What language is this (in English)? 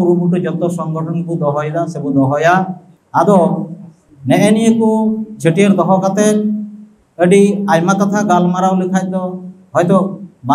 Santali